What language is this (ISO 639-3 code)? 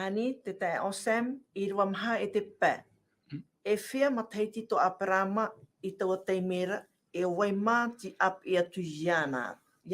tah